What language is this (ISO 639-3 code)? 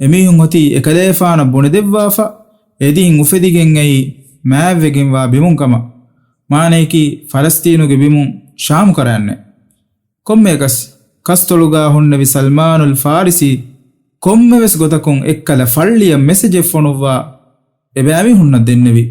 div